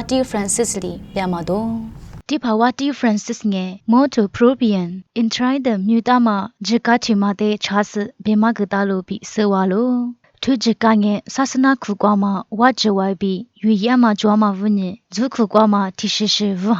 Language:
Lisu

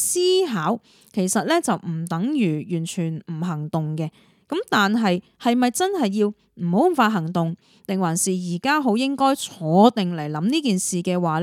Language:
Cantonese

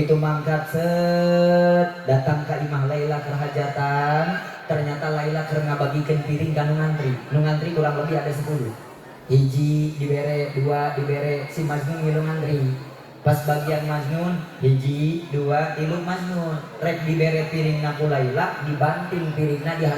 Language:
Sundanese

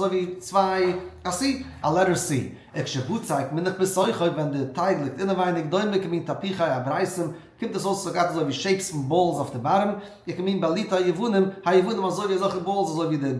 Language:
Yiddish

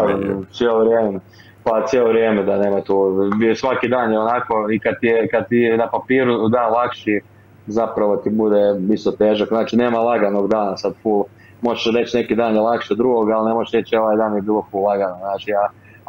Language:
Croatian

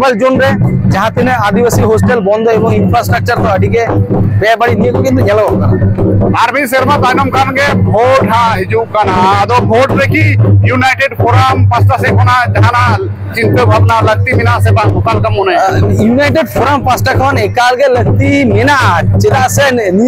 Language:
Santali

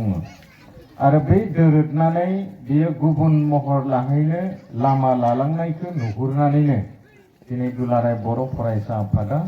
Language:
Bodo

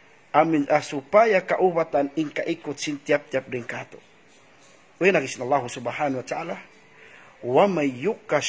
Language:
Tausug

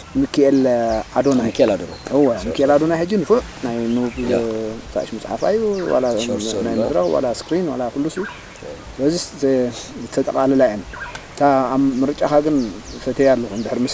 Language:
Tigrinya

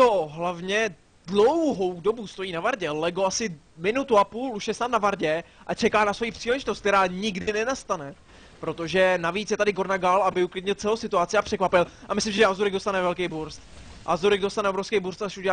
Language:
Czech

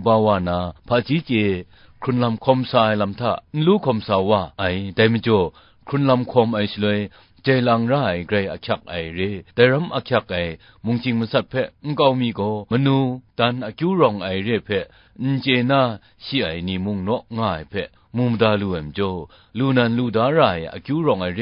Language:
Kachin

